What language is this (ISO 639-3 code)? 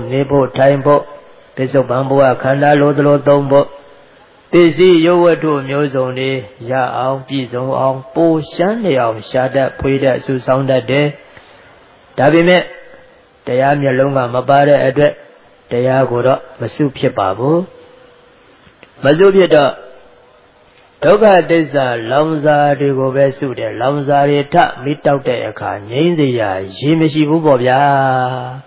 mya